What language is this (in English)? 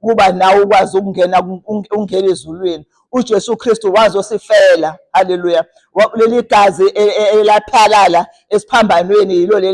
Zulu